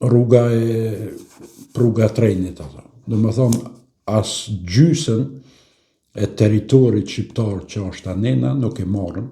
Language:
Albanian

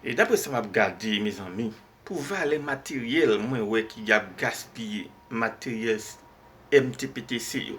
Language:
Haitian Creole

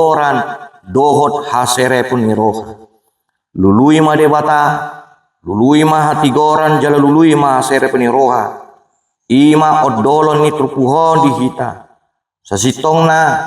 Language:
Batak Toba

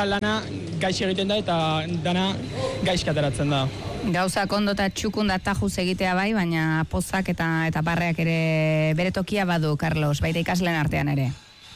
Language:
Basque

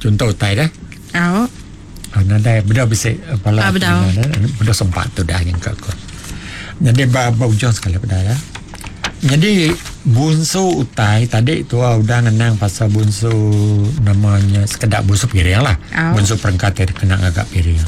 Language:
Iban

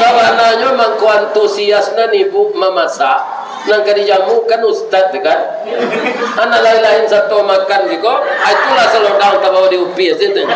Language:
Minangkabau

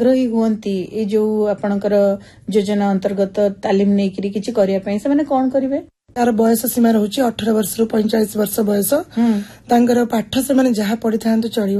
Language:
Odia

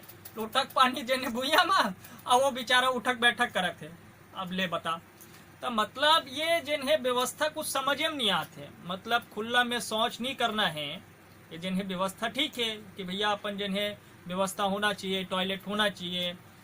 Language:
Chhattisgarhi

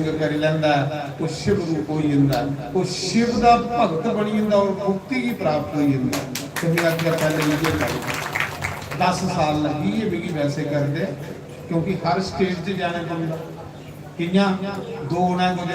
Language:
Dogri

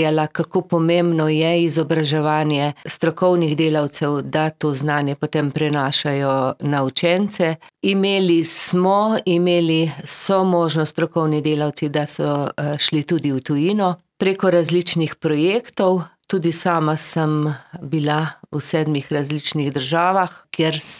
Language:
Slovenian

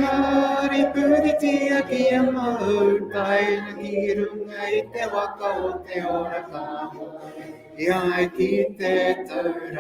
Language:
Māori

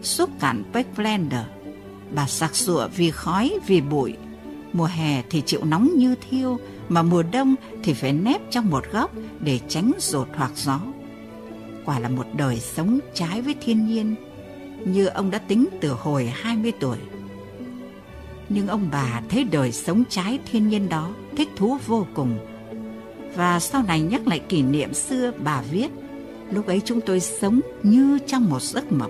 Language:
Vietnamese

